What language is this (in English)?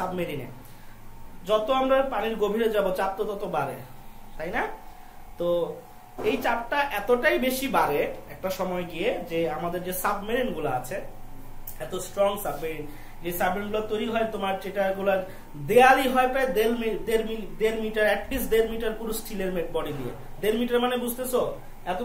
Bangla